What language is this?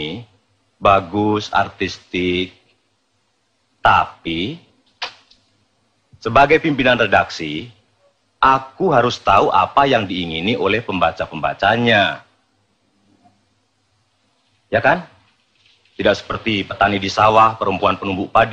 Indonesian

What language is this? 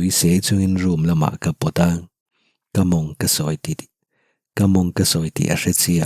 Mizo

